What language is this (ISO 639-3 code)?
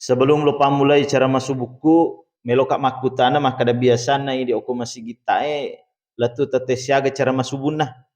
bug